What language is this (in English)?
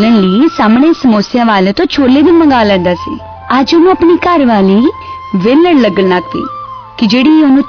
Punjabi